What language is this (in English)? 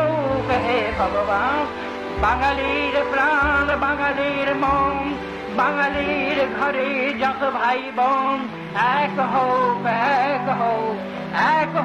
Bangla